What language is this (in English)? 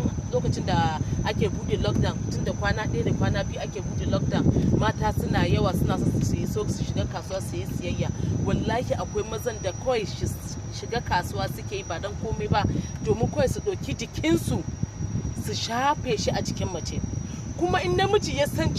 Hausa